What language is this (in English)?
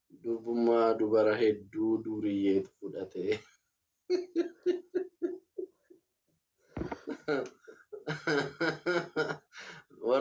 Oromo